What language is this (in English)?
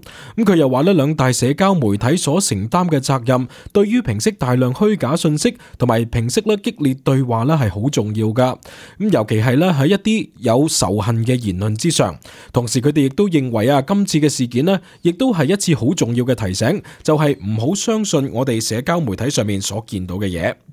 Cantonese